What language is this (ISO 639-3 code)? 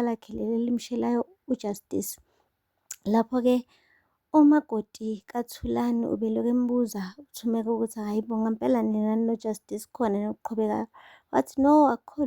zul